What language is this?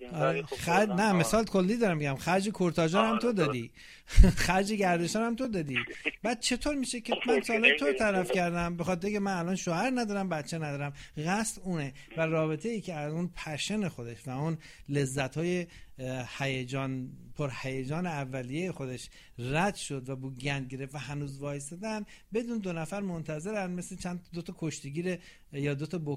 Persian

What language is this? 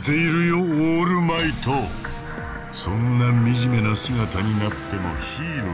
Japanese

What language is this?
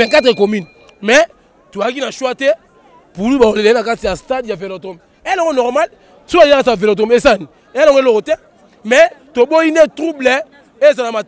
Lingala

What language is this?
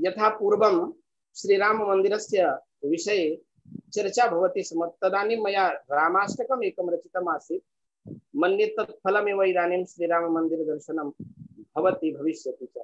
Sanskrit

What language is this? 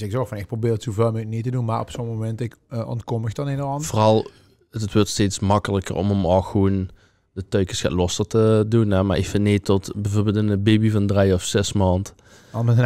Limburgish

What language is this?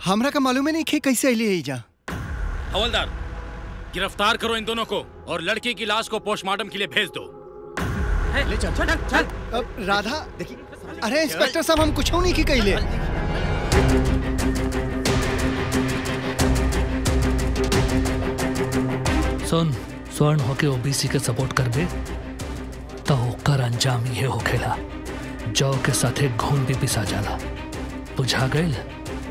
Bhojpuri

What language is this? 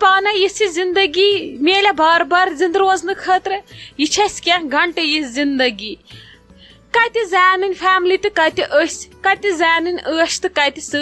Kashmiri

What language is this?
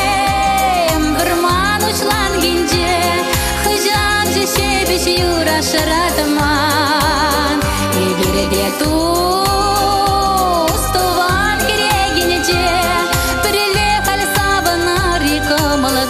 Chuvash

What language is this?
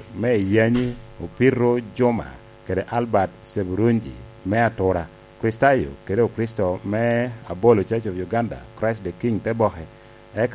Lango (Uganda)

